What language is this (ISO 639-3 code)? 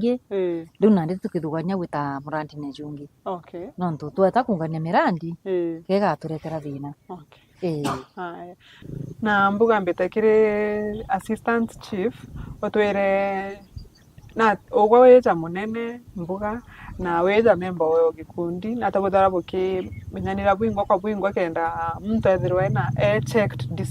mer